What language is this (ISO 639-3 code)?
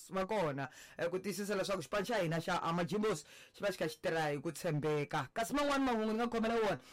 tso